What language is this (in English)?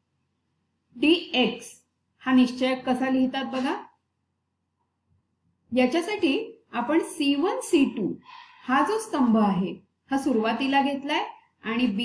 Marathi